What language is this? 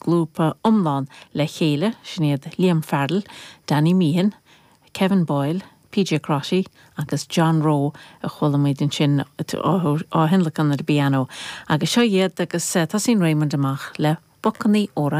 Irish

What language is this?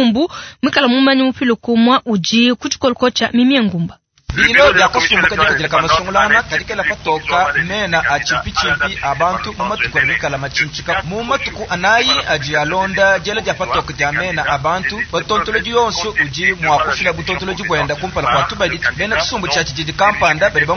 Luba-Lulua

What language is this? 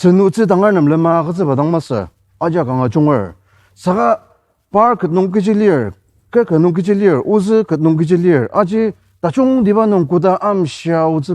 Ao Naga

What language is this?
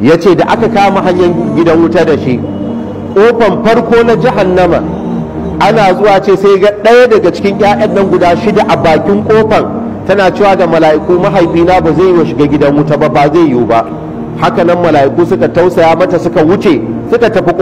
Hausa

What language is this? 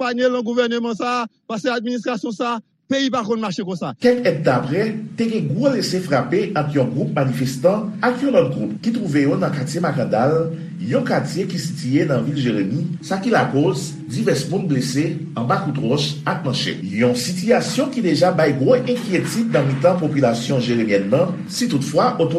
Haitian Creole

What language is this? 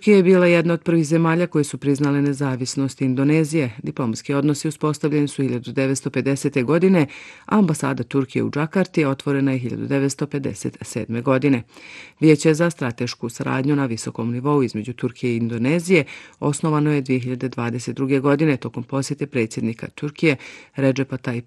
Bosnian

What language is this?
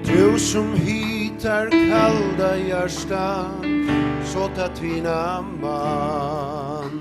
Faroese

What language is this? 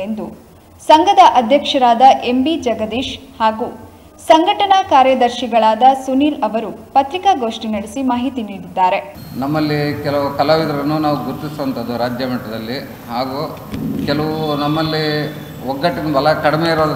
Kannada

